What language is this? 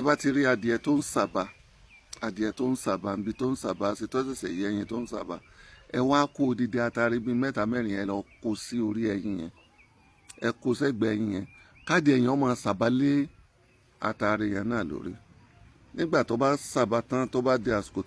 Yoruba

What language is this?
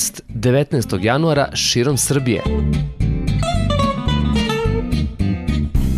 Serbian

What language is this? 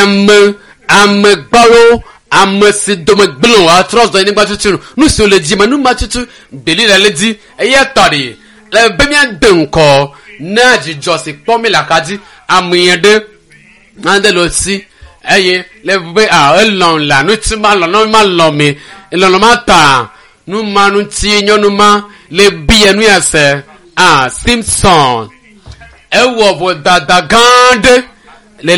Ewe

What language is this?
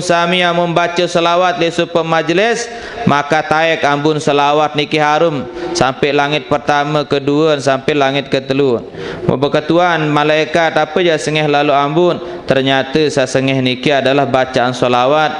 Sasak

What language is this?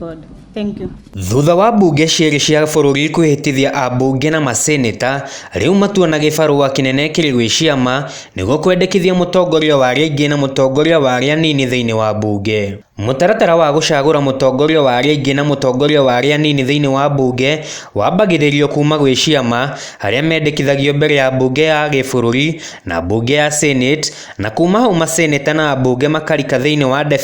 Kikuyu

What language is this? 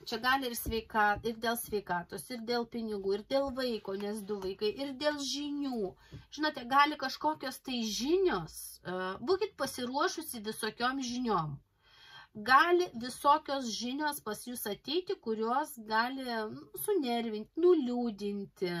Lithuanian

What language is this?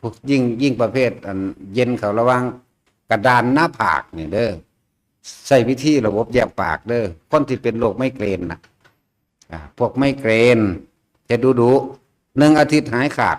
Northeastern Thai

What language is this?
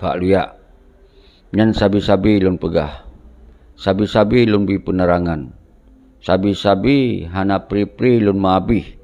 Achinese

